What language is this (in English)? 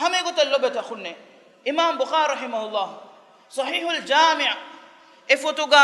Divehi